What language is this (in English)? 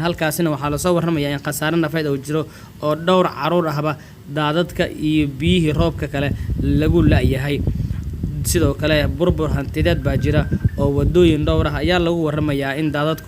Somali